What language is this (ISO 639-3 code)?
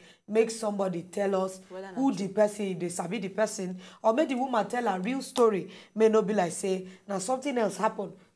pcm